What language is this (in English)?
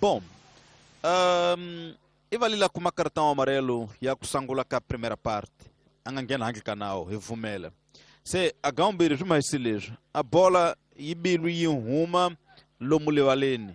Tsonga